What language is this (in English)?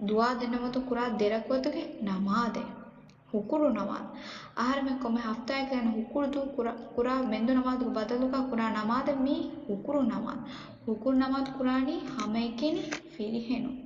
Divehi